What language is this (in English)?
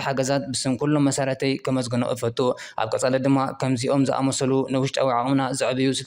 Tigrinya